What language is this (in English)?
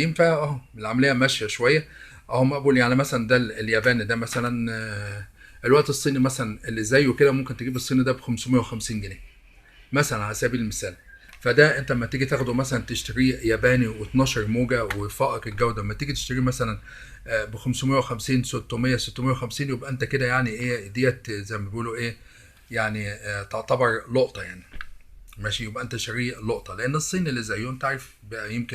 Egyptian Arabic